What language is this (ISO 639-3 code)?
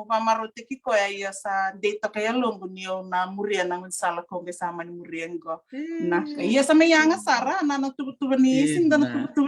fij